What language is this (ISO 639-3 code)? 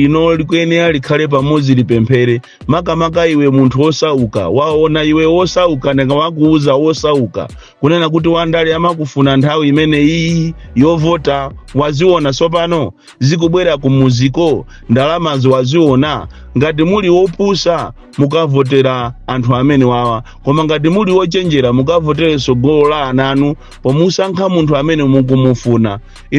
nya